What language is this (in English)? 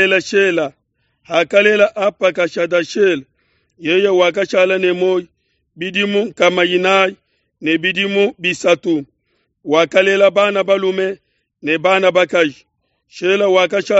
Luba-Lulua